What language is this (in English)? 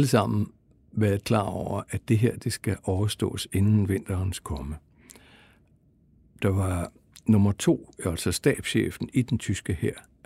Danish